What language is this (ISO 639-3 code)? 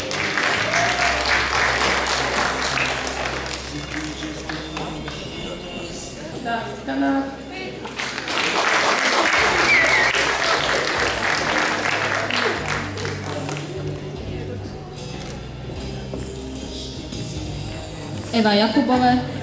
slk